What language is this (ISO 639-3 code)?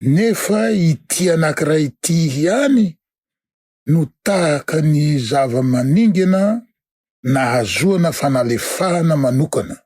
mlg